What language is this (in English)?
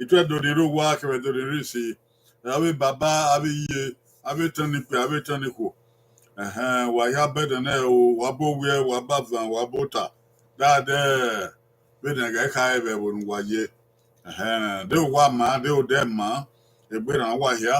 Bini